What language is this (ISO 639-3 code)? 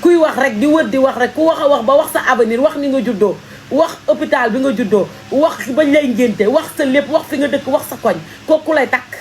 wol